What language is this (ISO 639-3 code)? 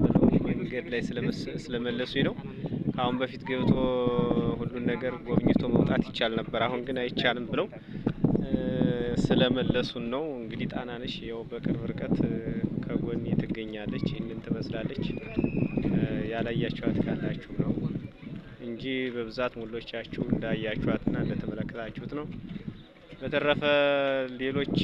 amh